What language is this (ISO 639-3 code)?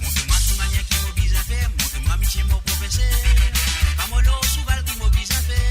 mfe